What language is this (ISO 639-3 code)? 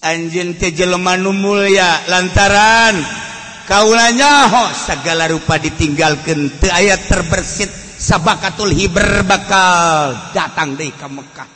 sun